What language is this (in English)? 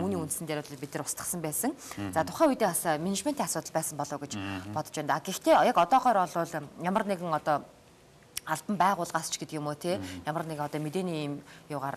Mongolian